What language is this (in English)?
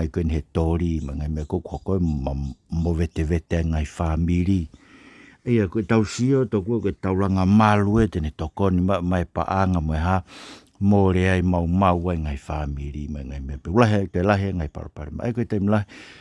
Tongan